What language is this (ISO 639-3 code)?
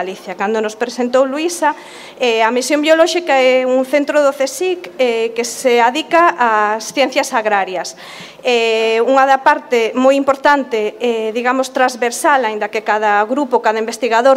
glg